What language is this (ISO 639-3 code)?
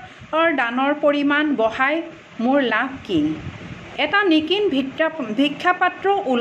asm